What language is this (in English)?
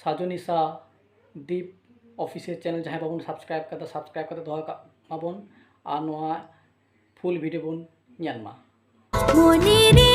Santali